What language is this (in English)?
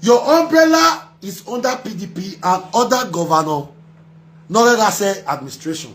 Nigerian Pidgin